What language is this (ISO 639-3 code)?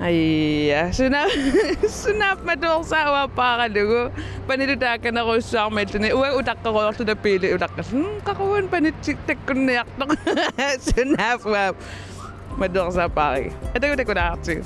kal